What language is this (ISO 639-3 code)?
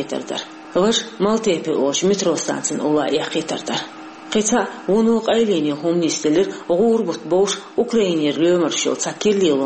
che